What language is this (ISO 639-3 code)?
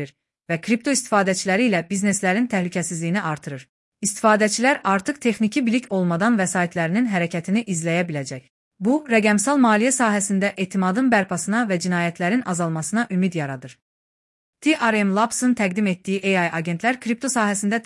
aze